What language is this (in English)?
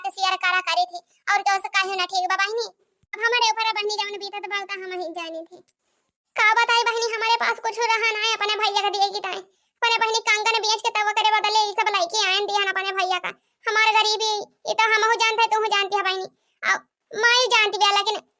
Awadhi